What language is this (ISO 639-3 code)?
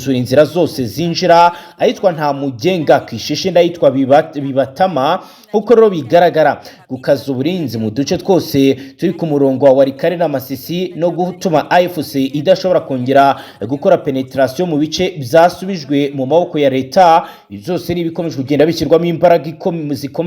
kin